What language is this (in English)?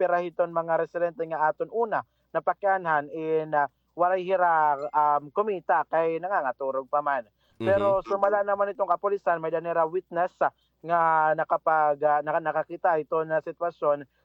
Waray